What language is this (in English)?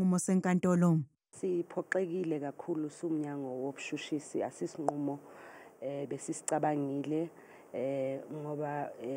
Zulu